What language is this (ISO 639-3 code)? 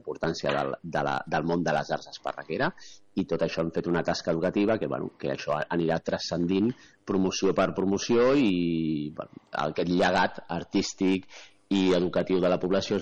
cat